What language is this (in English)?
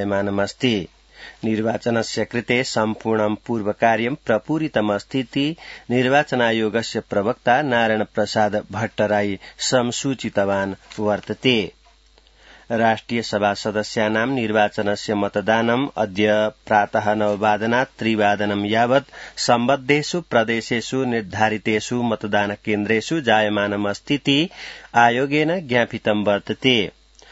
Sanskrit